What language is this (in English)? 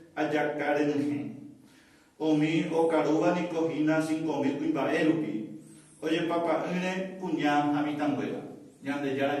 Guarani